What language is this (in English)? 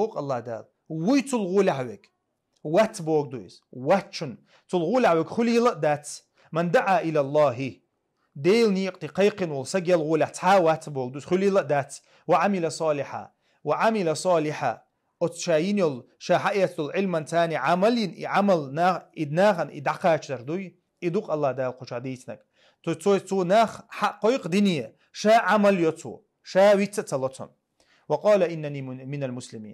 Chechen